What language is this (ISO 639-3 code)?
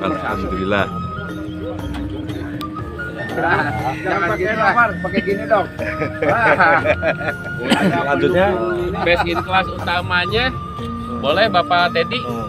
ind